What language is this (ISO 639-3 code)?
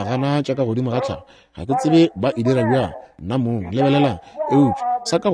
nso